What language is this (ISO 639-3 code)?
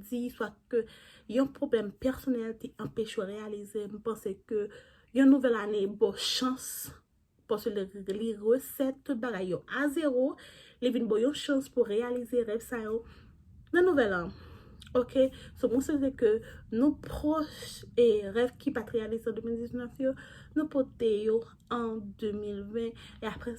hat